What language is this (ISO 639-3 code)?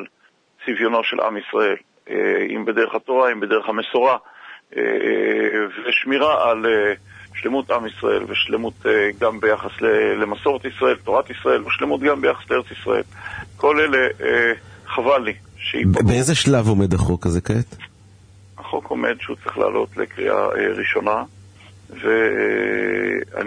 heb